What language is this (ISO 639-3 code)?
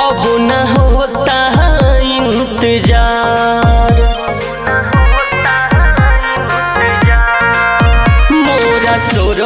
bho